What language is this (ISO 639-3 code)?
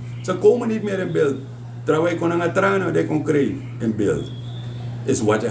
srn